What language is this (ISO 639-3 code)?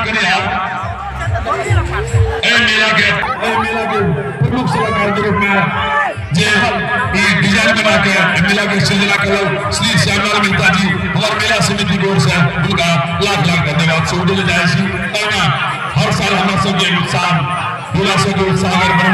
mai